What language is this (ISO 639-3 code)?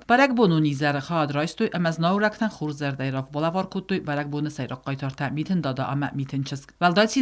oss